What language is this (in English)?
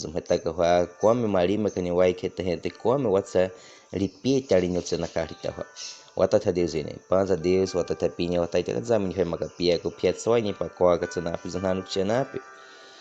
Baniwa